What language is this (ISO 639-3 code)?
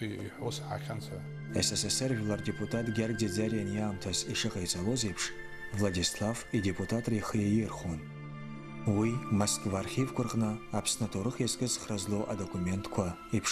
abk